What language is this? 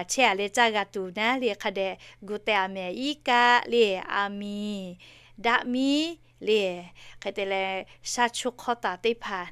Lahu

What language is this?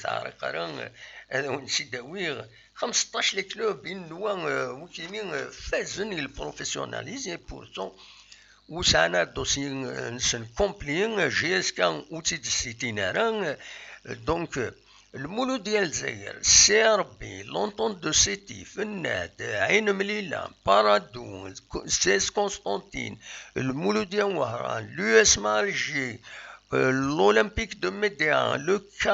Kabyle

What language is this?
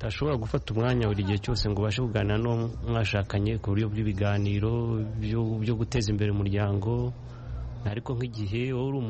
Kinyarwanda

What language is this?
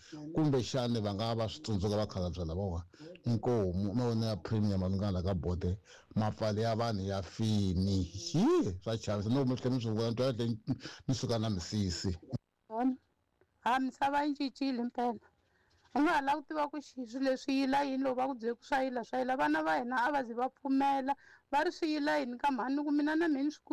Tsonga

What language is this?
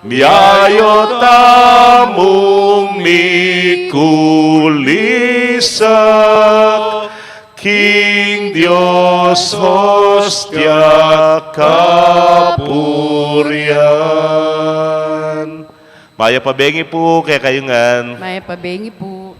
Pampanga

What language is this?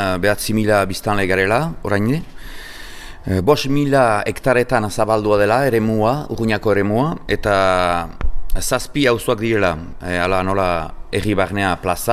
Basque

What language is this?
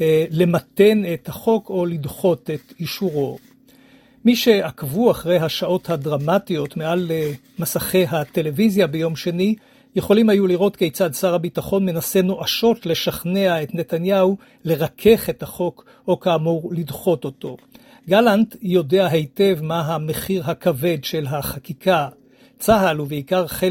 Hebrew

